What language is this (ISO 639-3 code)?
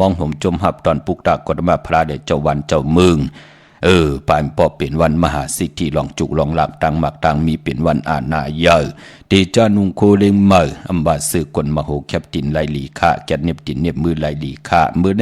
shn